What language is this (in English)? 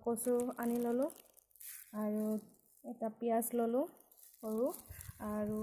Assamese